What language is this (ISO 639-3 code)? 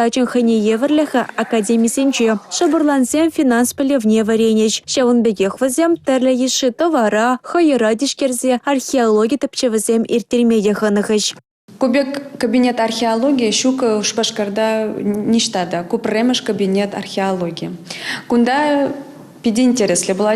chv